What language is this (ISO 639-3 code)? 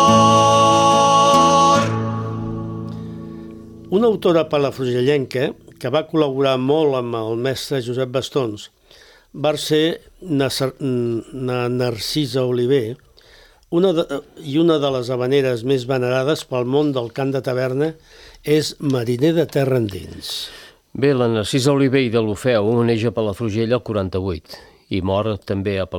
cat